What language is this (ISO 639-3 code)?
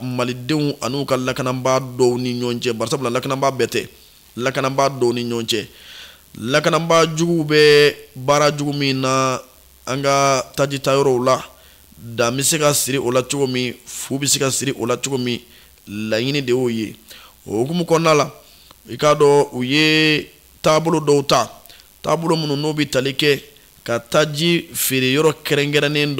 bam